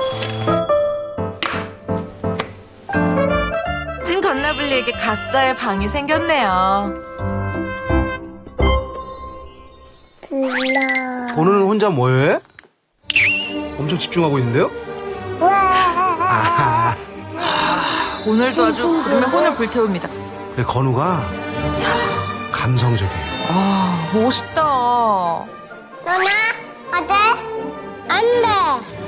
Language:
Korean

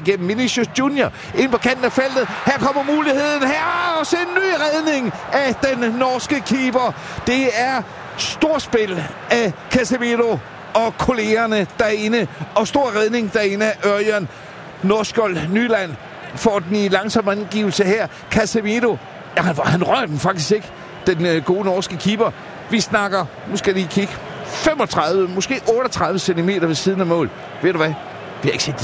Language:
Danish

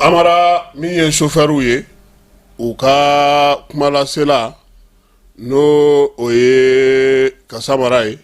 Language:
Bambara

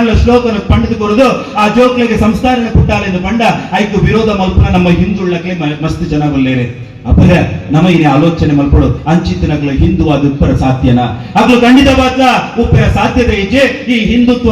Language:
Tulu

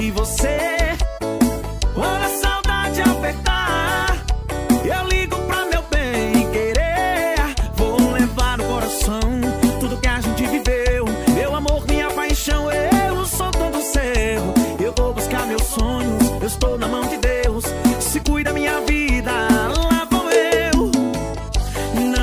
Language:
Portuguese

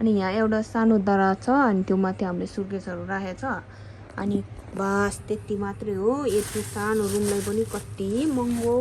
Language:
Nepali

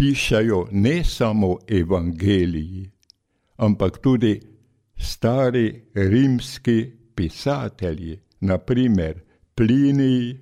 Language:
Slovenian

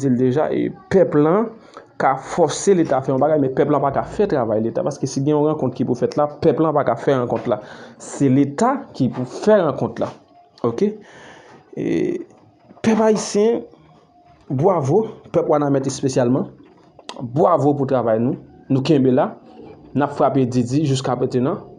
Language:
Haitian Creole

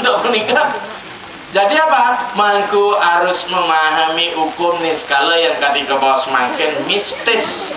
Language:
Balinese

